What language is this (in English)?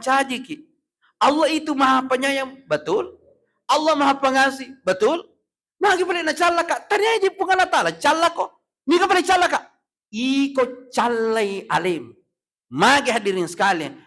Buginese